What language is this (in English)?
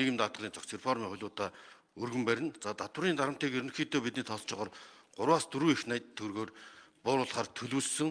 Mongolian